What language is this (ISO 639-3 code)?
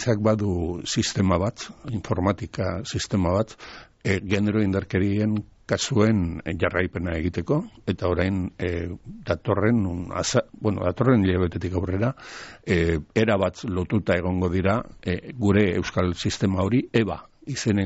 eus